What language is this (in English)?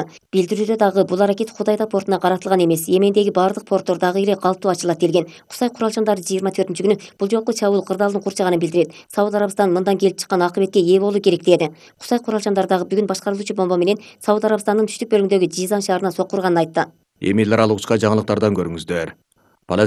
Kyrgyz